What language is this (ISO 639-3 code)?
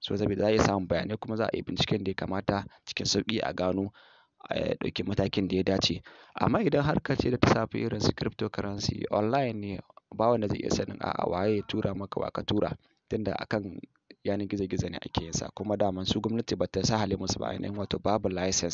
hau